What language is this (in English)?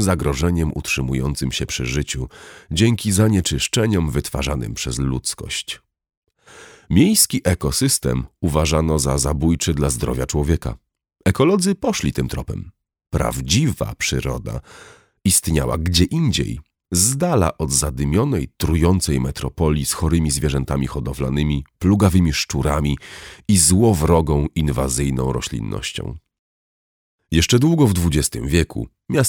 Polish